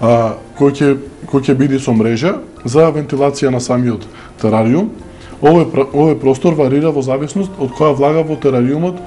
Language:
Macedonian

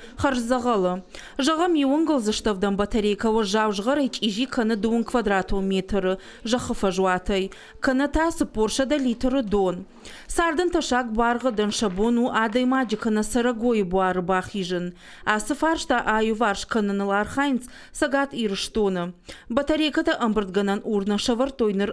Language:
Ossetic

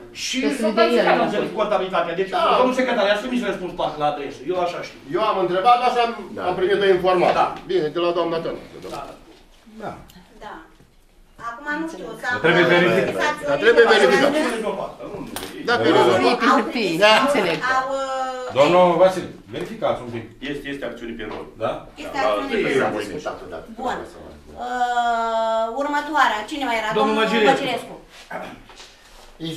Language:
Romanian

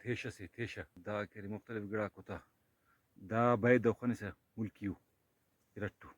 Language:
Brahui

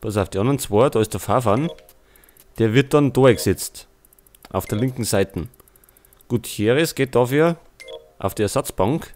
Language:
Bavarian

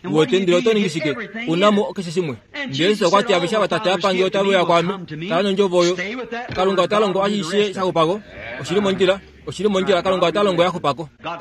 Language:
Kuanyama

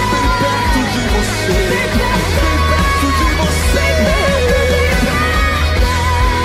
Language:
Portuguese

